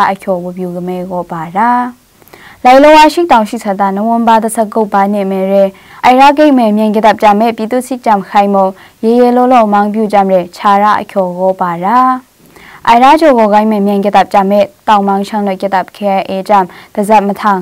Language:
Maru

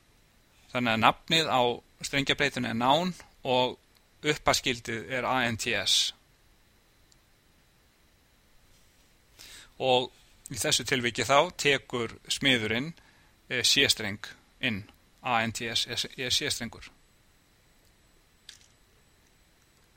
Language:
Icelandic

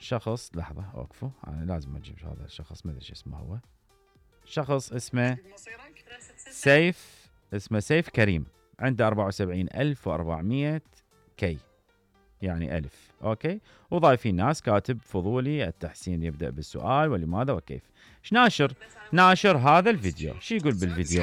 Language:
Mesopotamian Arabic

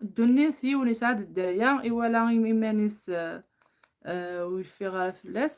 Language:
Kabyle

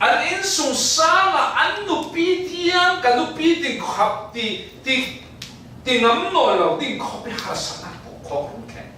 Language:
Falam Chin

